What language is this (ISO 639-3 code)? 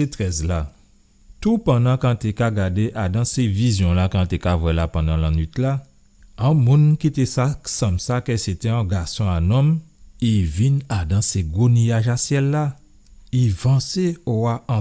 gcf